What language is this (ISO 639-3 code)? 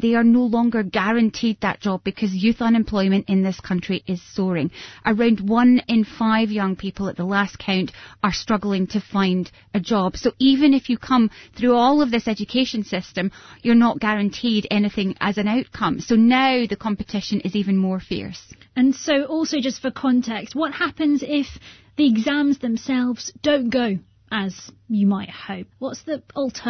eng